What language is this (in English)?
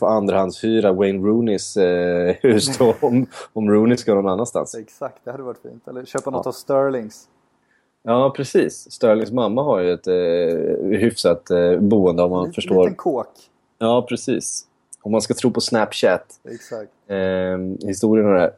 Swedish